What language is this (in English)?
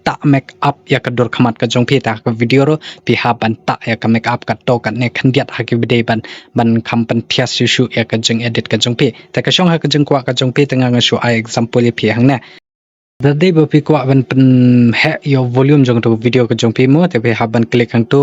Khasi